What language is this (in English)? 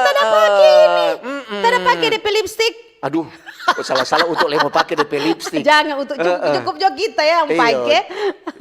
Manado Malay